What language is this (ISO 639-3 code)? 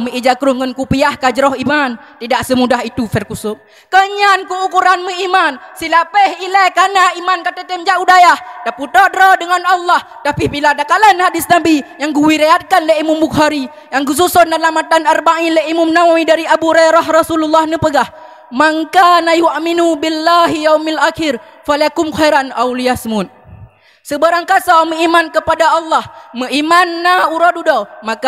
ace